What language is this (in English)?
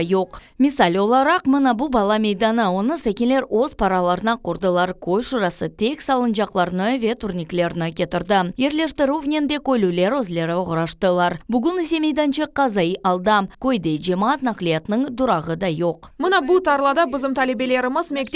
Crimean Tatar